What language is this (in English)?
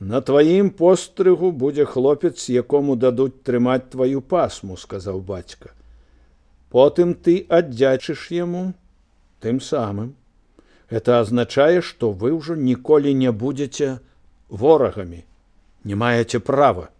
Belarusian